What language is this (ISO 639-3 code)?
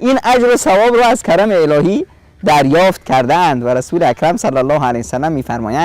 fas